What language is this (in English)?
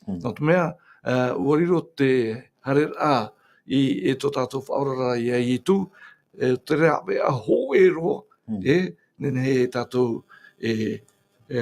Tahitian